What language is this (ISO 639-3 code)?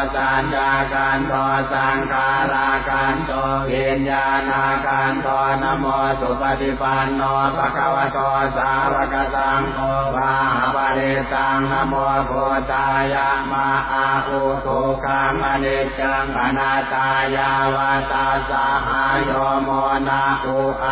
pli